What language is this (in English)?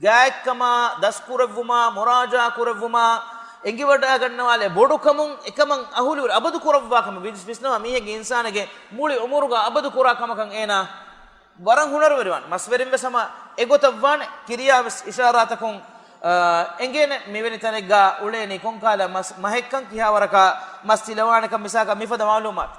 Divehi